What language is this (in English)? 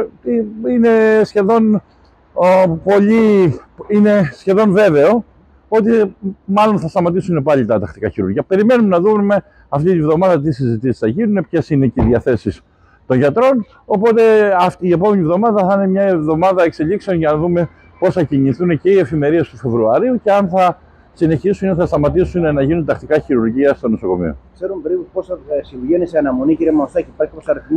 Greek